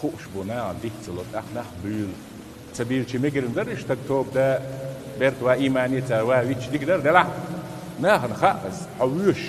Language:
Chechen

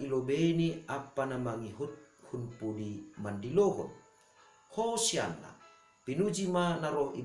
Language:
Batak Simalungun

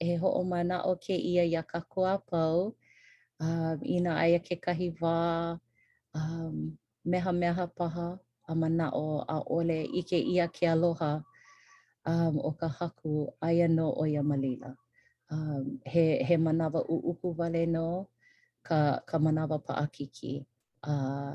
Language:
Hawaiian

